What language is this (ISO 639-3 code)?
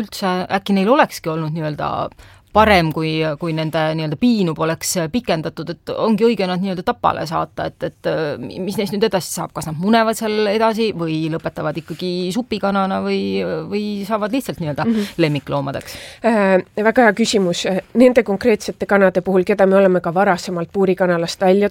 est